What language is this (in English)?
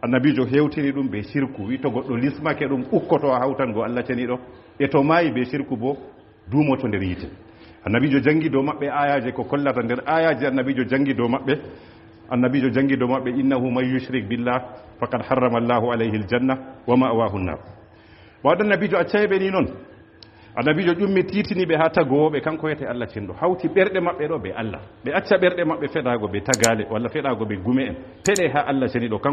Fula